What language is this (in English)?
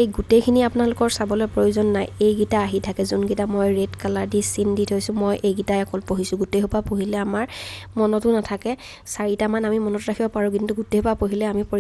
Assamese